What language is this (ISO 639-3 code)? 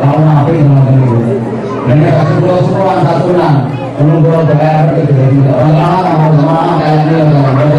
jav